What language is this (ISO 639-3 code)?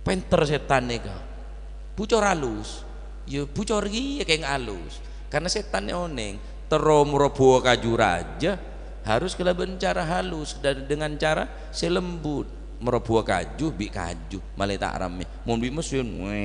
mad